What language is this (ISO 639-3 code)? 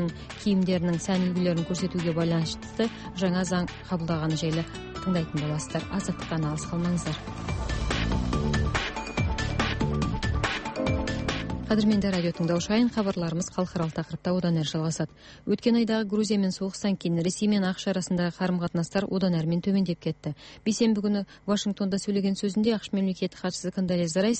kaz